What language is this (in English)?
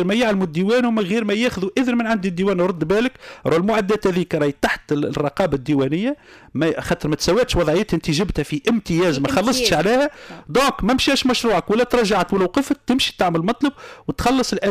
Tunisian Arabic